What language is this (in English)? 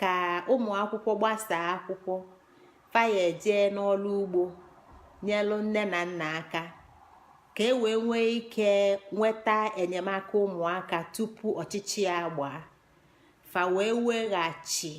Igbo